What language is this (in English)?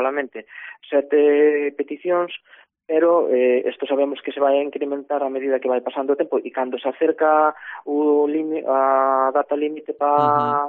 Galician